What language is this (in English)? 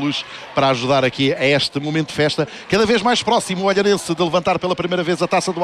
Portuguese